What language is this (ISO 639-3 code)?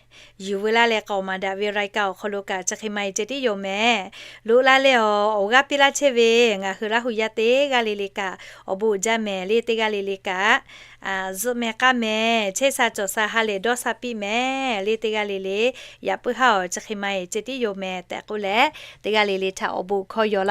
lhu